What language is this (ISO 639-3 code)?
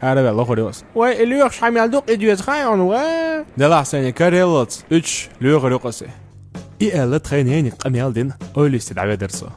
che